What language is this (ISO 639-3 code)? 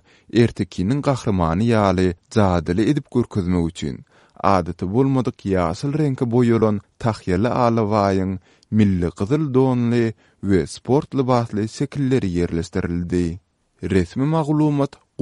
tuk